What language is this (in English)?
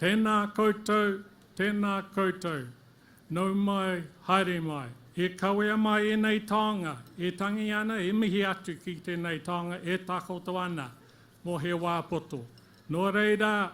Māori